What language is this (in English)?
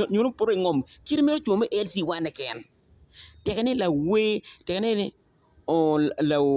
Acoli